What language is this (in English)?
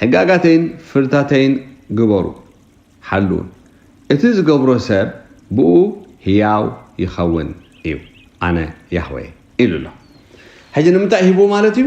Tigrinya